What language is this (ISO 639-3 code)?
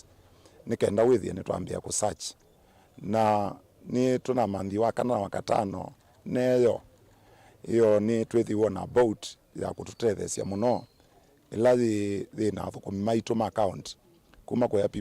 kam